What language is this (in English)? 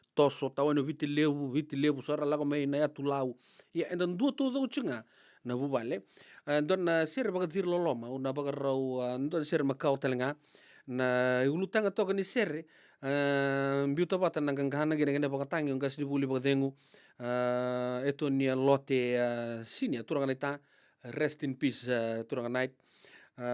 Fijian